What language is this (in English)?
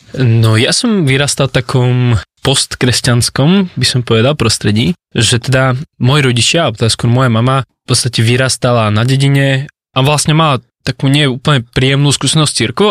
Slovak